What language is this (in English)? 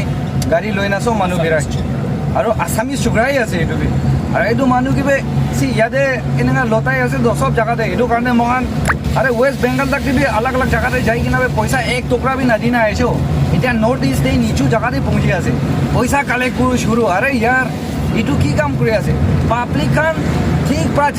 Naga Pidgin